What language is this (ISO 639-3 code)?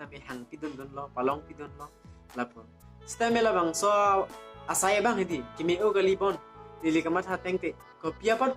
mjw